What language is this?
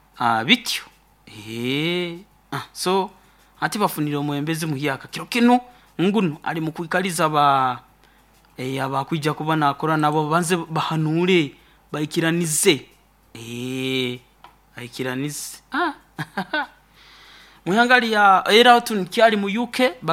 Nyoro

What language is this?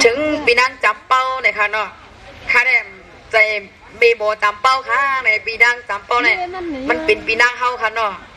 Shan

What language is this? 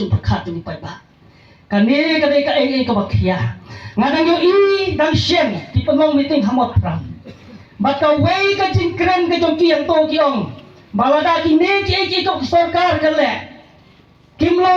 Khasi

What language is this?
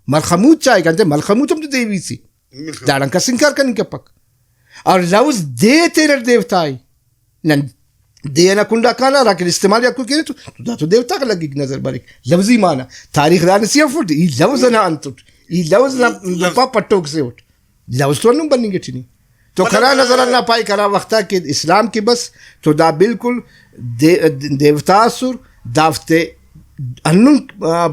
Brahui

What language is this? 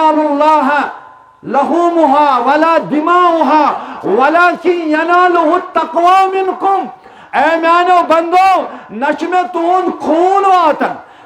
Kashmiri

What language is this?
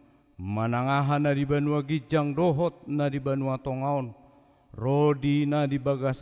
Batak Toba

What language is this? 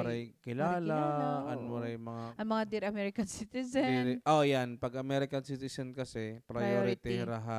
Waray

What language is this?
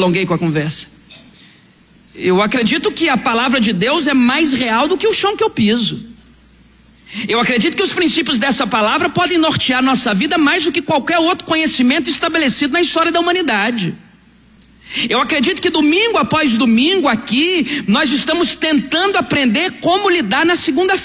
Portuguese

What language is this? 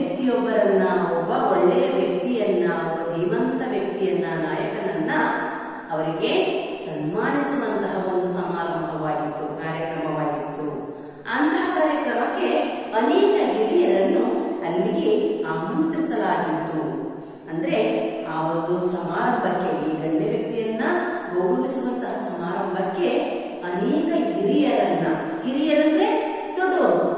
Kannada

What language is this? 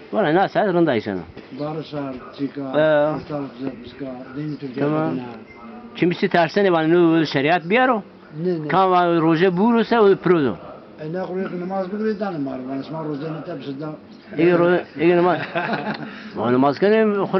Zaza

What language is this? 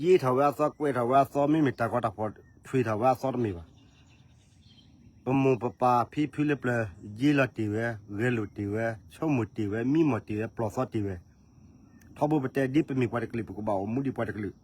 S'gaw Karen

